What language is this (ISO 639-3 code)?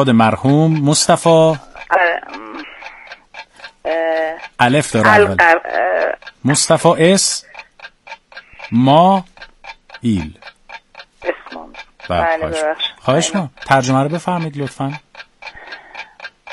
fas